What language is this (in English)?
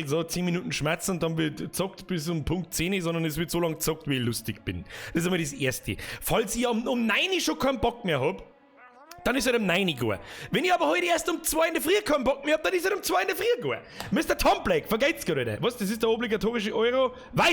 Bavarian